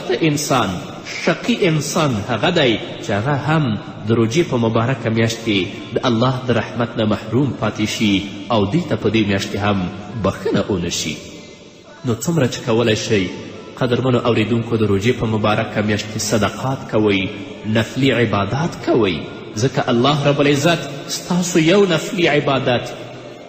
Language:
Pashto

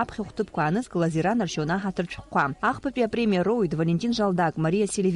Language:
Abkhazian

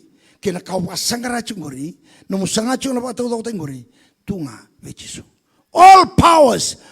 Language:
Fijian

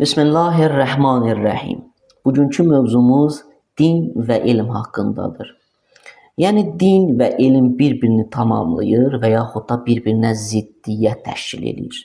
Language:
Azerbaijani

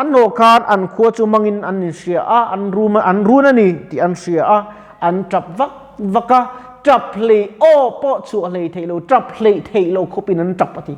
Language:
Mizo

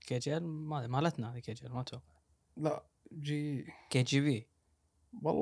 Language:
Gulf Arabic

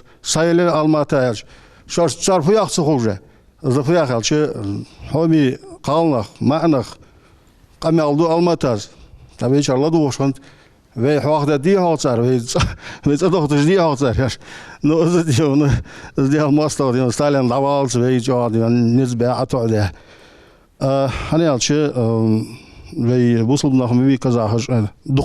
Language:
Ingush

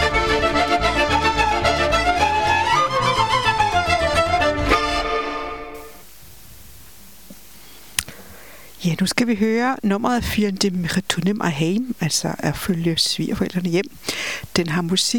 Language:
Danish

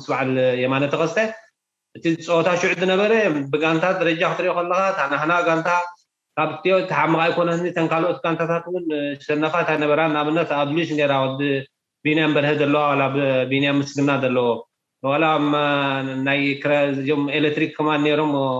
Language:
Tigrinya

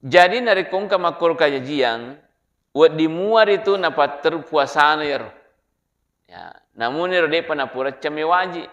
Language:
Buginese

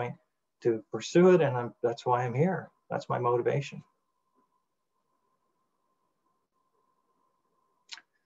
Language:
English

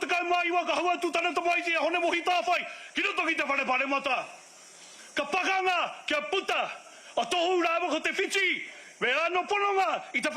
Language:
Māori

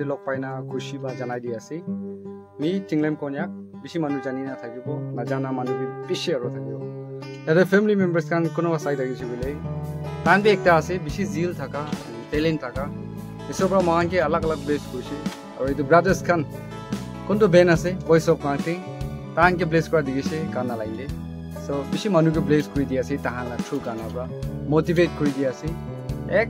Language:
Naga Pidgin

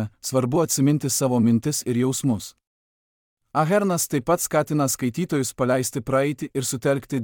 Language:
Lithuanian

